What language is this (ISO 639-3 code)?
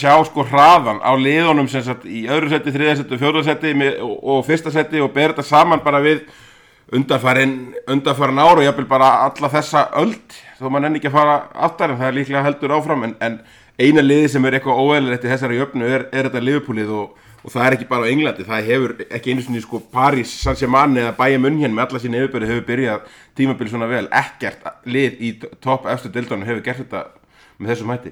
isl